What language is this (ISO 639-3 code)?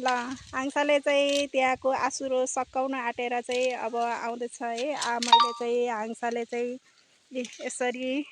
nep